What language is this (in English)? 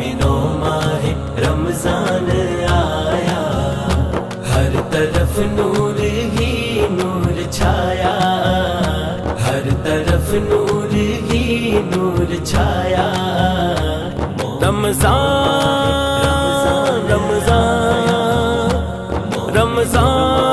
Urdu